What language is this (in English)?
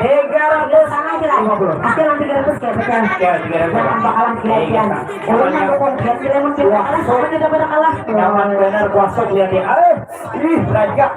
Banjar